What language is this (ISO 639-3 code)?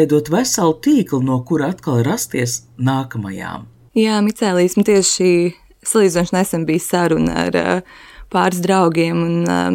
lav